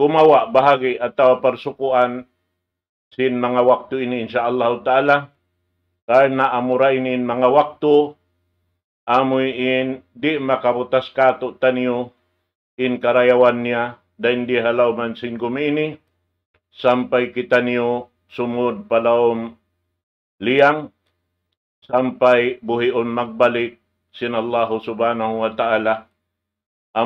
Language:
Tausug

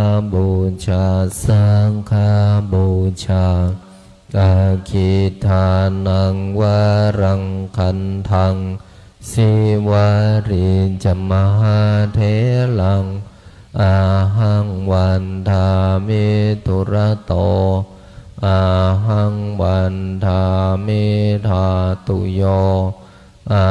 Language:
Pali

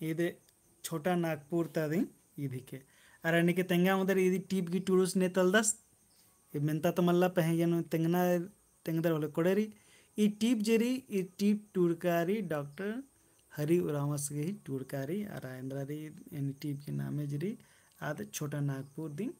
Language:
Kurukh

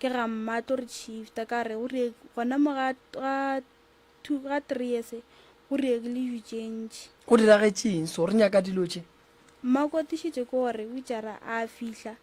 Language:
Northern Sotho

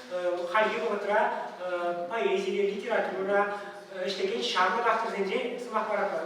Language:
Chuvash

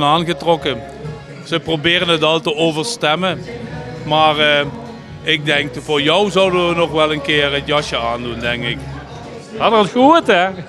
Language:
Limburgish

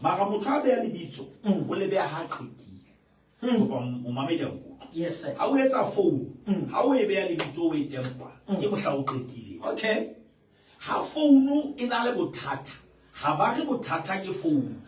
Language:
Southern Sotho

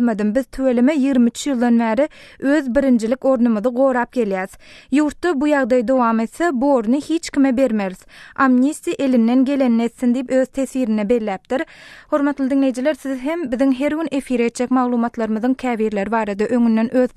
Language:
Turkmen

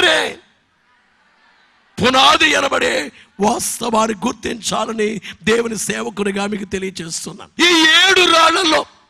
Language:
Telugu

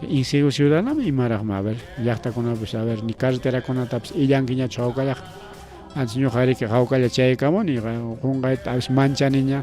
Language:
Ayacucho Quechua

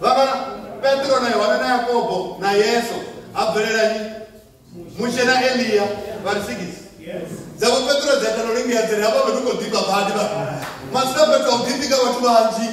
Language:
Venda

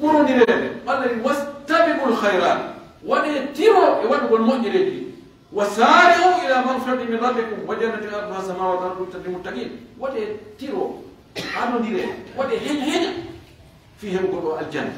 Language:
Pular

